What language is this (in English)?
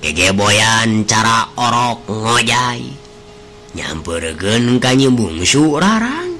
Sundanese